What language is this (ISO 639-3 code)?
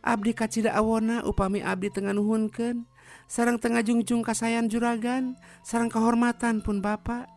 sun